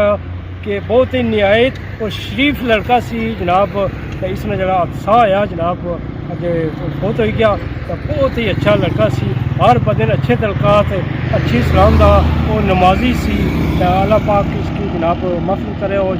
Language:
Pahari-Potwari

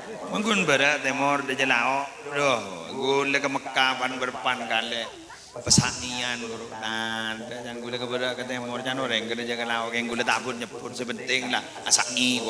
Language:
Madurese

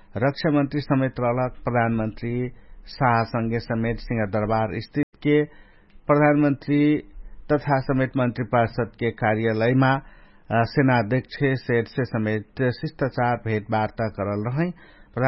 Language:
Dangaura Tharu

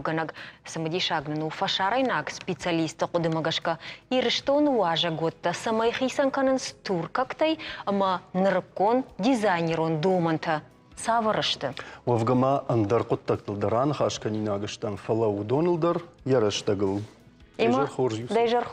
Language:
Ossetic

